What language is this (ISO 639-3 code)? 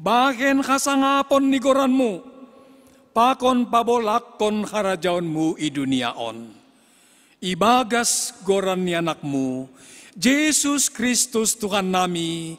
bts